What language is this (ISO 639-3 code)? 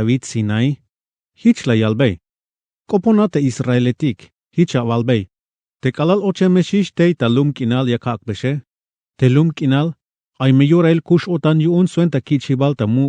tzh